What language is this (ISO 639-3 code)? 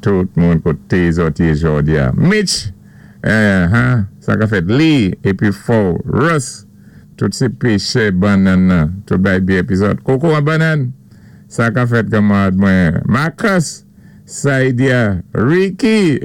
acf